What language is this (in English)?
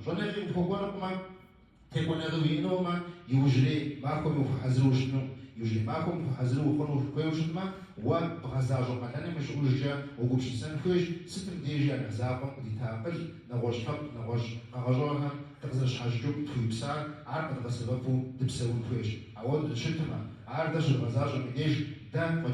Kabardian